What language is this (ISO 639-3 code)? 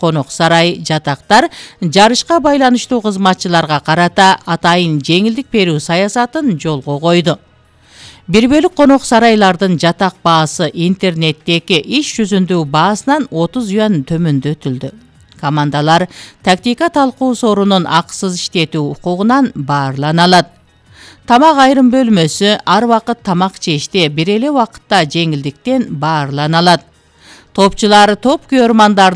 kir